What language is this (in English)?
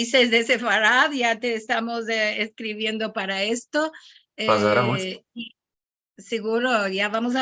Ladino